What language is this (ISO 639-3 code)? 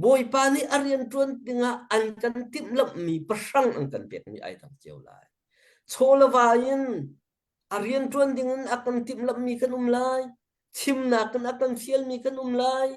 cnh